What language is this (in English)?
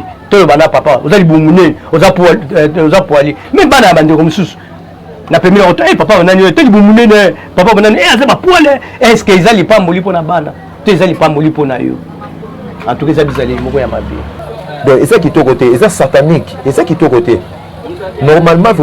Lingala